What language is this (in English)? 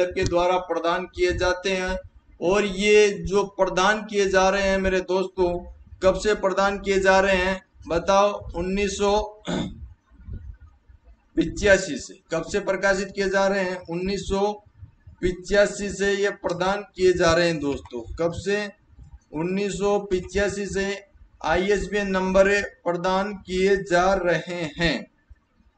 Hindi